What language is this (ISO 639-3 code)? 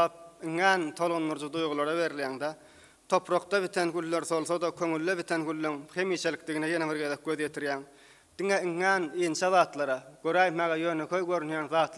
tuk